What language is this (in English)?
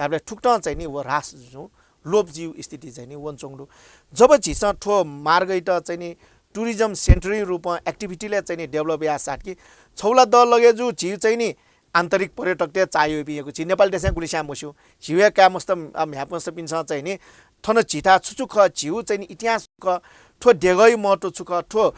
Newari